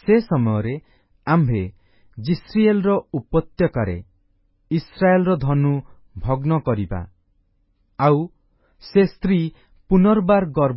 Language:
Odia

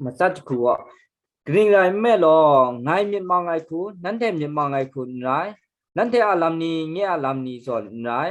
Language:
Kachin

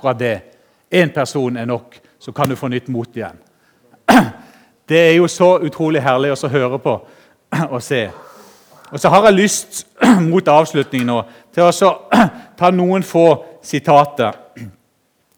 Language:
Norwegian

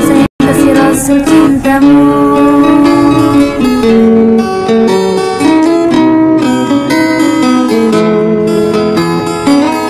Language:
Malay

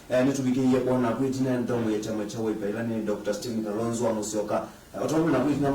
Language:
Kamba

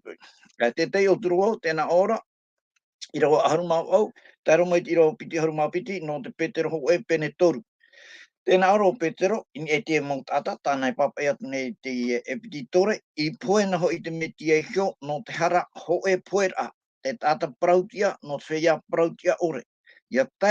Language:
Tahitian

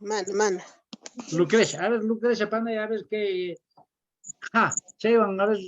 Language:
Quechua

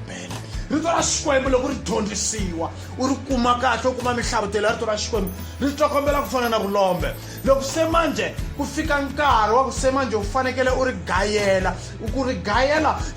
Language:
Tsonga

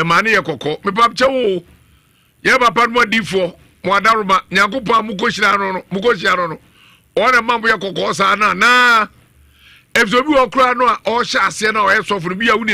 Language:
Akan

